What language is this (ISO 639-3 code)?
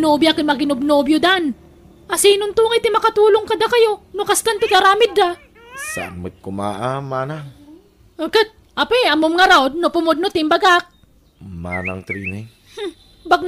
ilo